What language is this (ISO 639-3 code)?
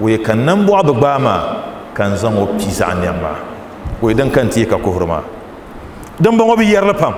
dag